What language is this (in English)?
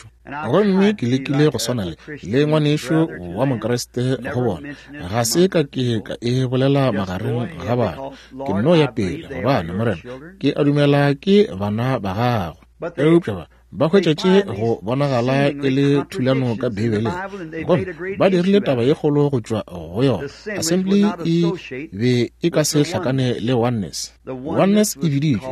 Northern Sotho